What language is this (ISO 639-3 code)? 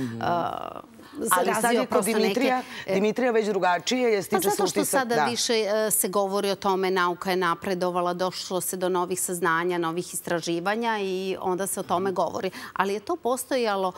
srp